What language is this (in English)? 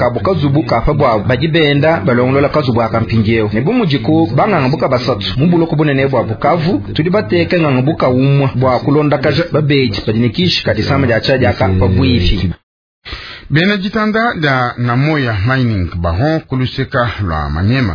Luba-Lulua